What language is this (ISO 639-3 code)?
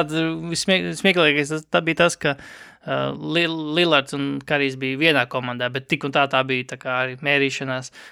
lav